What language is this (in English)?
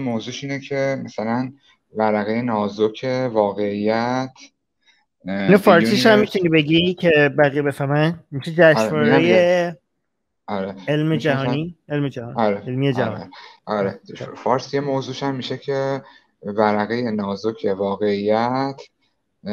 Persian